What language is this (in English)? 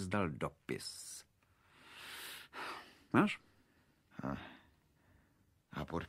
Czech